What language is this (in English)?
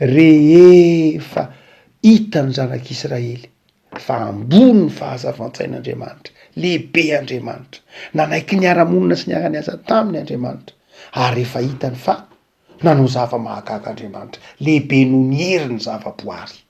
Malagasy